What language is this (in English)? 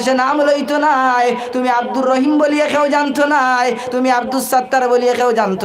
Sylheti